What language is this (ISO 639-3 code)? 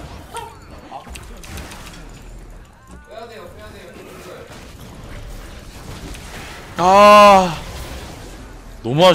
kor